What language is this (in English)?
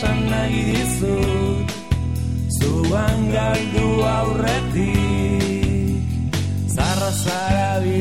Basque